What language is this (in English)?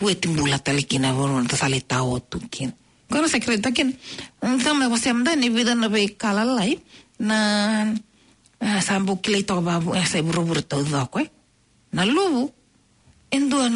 Fijian